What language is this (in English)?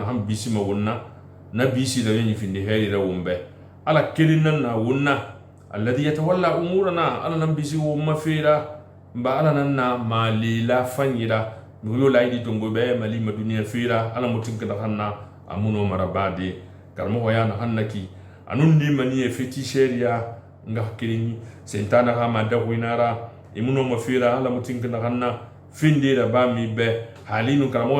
Susu